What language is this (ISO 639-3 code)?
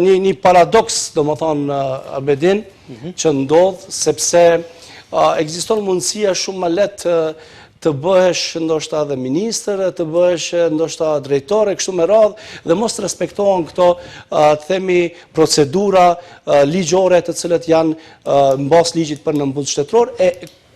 sqi